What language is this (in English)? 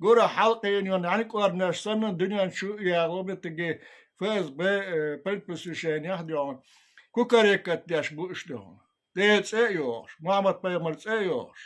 Chechen